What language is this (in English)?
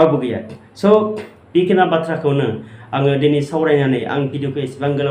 Bodo